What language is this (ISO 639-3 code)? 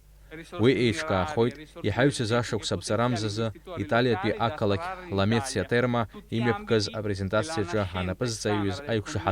abk